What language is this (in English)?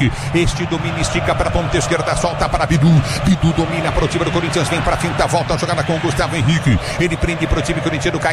Portuguese